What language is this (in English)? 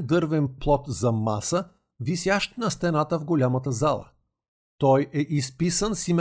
Bulgarian